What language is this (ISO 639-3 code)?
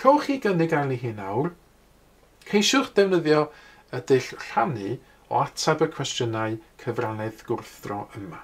cym